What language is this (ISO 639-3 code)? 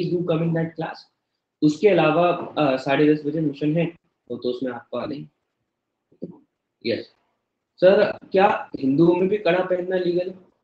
hin